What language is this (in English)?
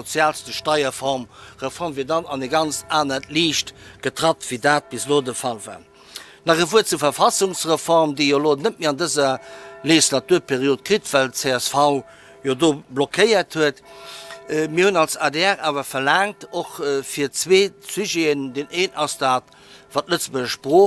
Luxembourgish